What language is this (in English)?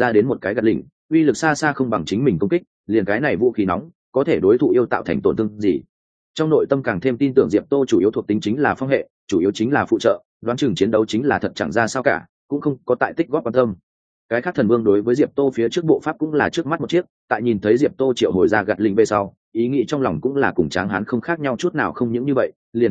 Vietnamese